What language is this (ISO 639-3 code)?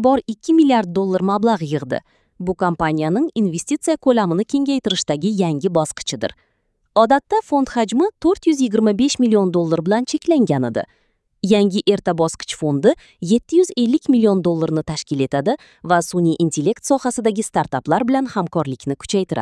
uzb